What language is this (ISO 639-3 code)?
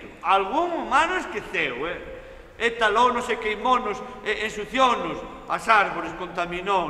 glg